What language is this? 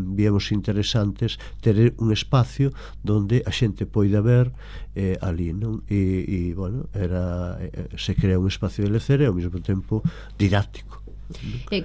Galician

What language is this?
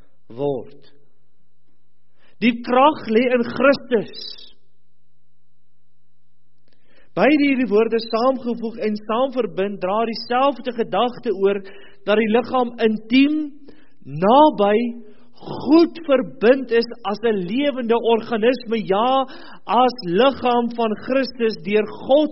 Afrikaans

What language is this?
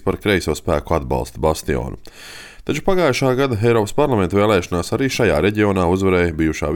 Latvian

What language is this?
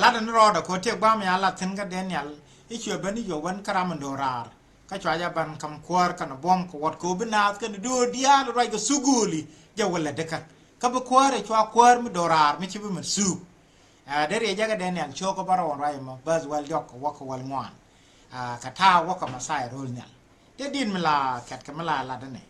Nuer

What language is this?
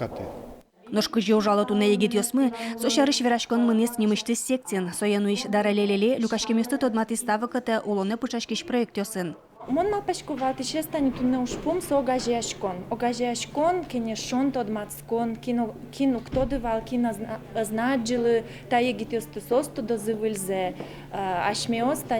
Udmurt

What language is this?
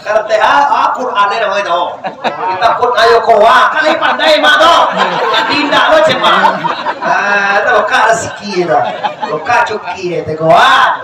Minangkabau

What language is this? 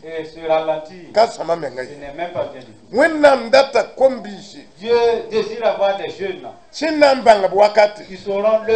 Mossi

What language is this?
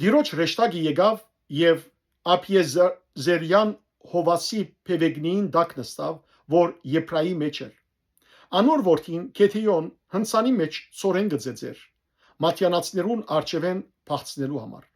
Western Armenian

